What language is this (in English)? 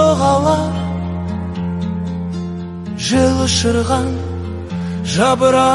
Kazakh